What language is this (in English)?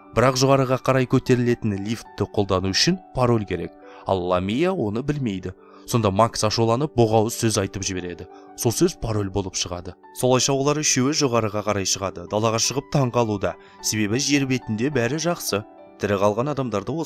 Kazakh